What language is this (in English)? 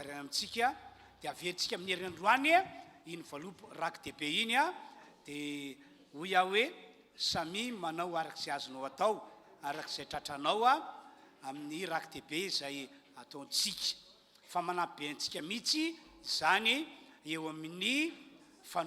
Malagasy